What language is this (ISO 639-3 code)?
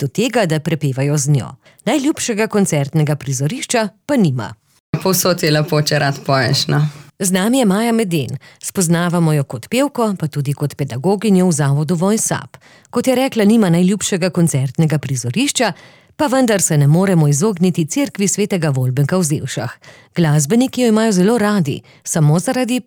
slv